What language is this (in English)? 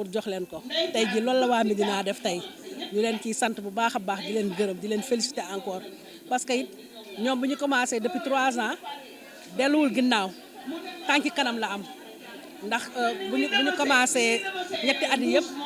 Wolof